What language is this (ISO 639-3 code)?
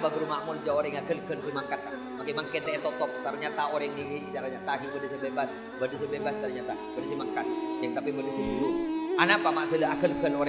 mad